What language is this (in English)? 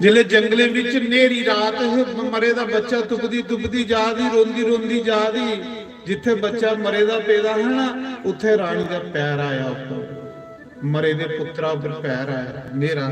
Dogri